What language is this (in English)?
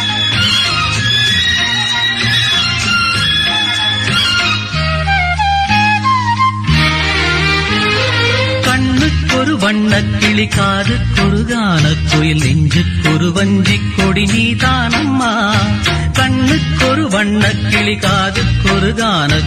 Tamil